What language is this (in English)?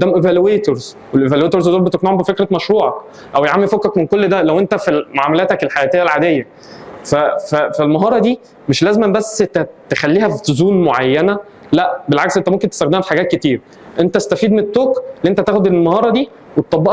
Egyptian Arabic